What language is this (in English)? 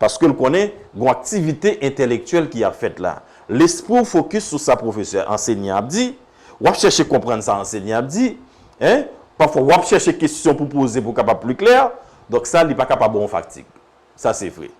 Haitian Creole